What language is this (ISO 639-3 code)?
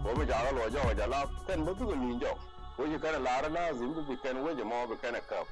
nus